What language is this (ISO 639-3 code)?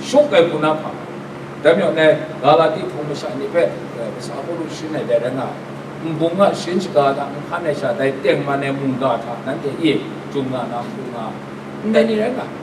kac